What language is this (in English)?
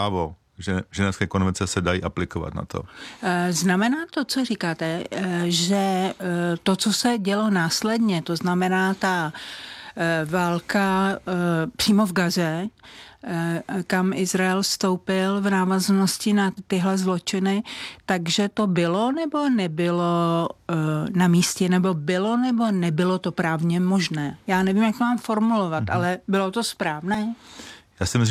Czech